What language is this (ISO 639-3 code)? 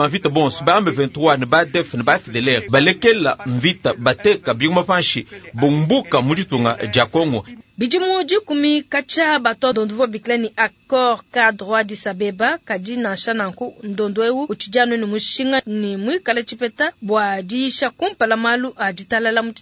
lua